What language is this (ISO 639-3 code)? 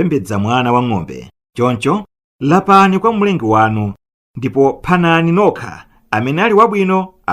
nya